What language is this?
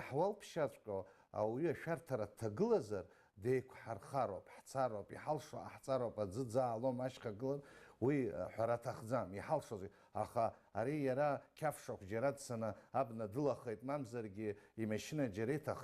Abkhazian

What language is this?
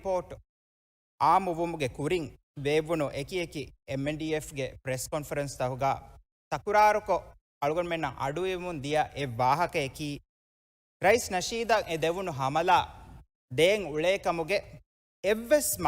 Divehi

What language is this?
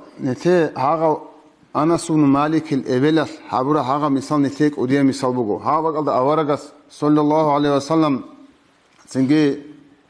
Avaric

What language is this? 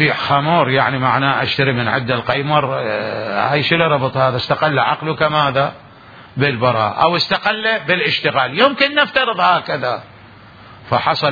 Mesopotamian Arabic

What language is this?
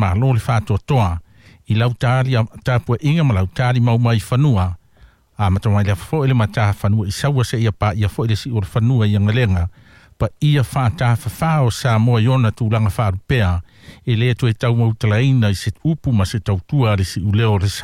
Samoan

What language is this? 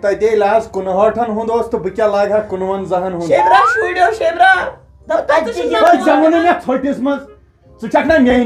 Kashmiri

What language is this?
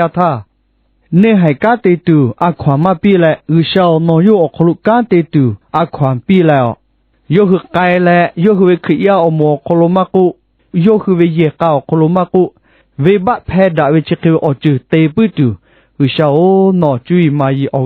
Lahu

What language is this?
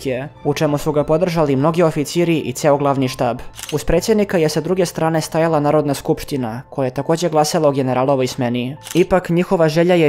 Serbian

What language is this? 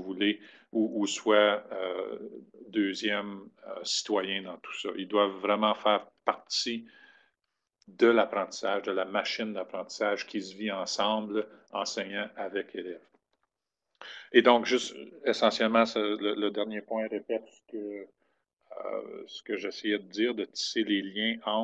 French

